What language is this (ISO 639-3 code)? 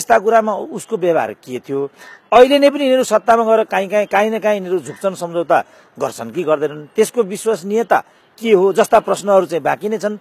nep